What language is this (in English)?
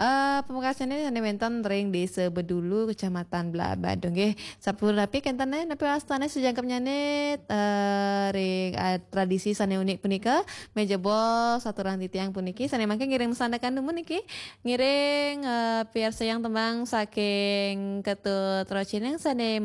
Balinese